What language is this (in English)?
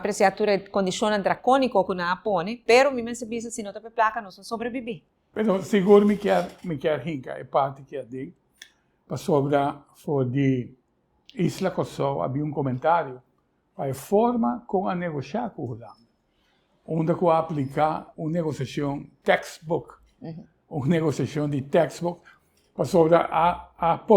Papiamento